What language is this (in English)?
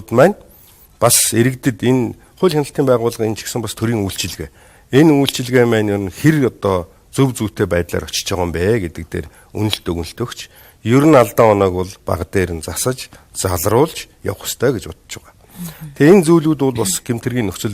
Mongolian